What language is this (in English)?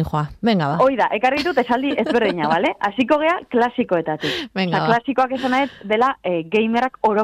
Basque